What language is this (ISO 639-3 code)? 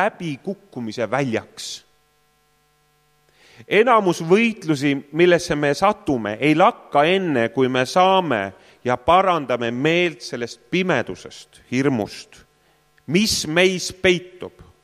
est